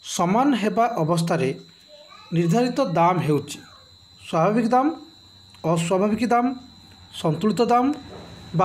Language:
Odia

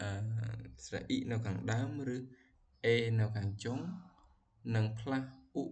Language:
Khmer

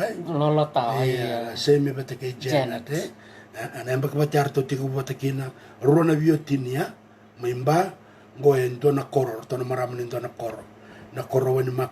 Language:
Fijian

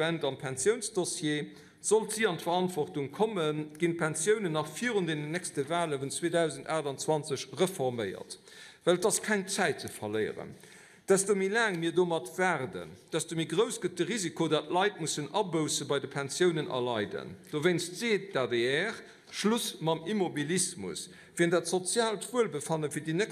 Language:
Luxembourgish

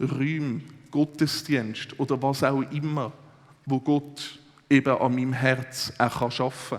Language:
Swiss German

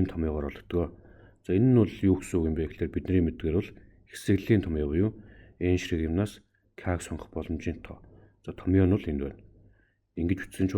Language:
Mongolian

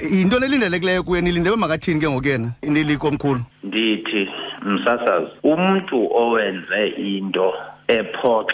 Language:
Xhosa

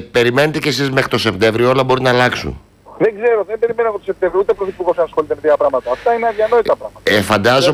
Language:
Greek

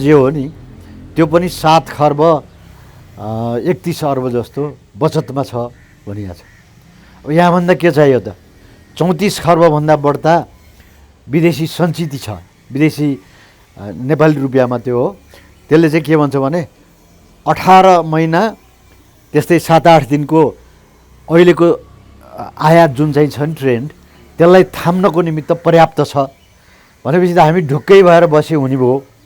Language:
Nepali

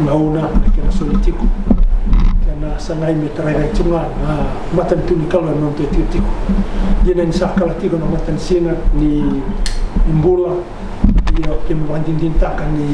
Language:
Fijian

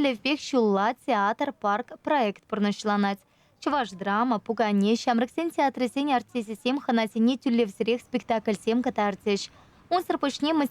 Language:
Chuvash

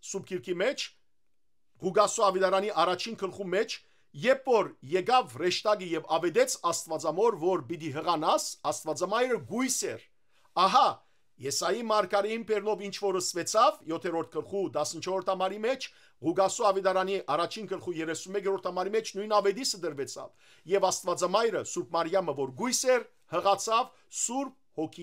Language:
Western Armenian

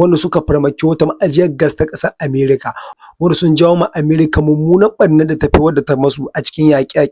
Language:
Hausa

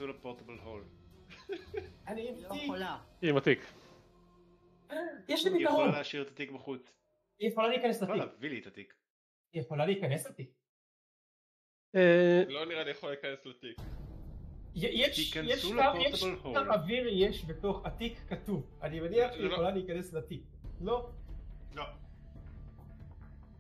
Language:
Hebrew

